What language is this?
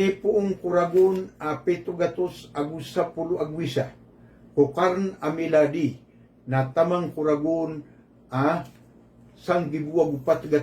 Maranao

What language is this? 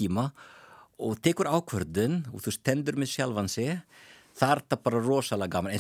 Icelandic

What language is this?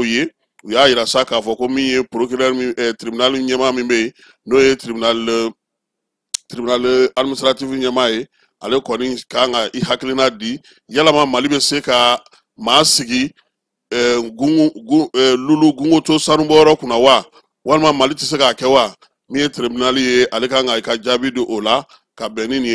Bambara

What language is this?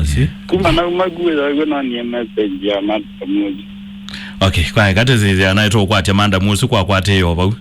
Kamba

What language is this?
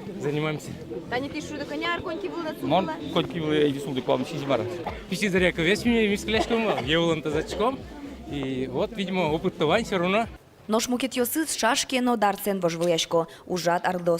Udmurt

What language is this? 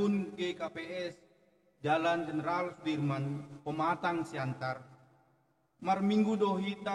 Batak Simalungun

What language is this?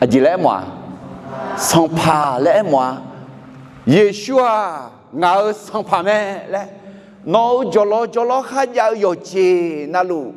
Akha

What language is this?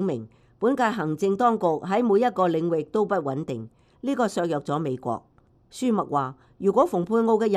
Cantonese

